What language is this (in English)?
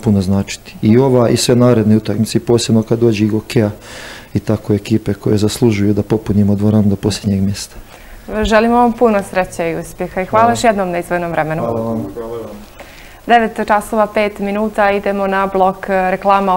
Bosnian